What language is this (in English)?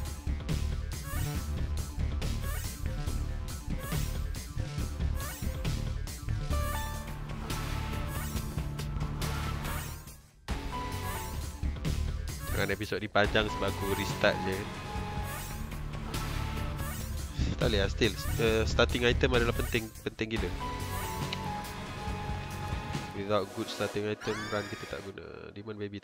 Malay